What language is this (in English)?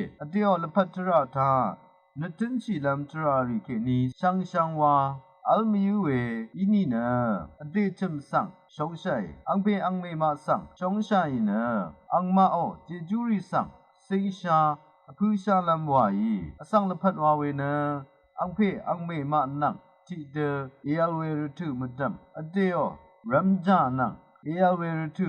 Rawang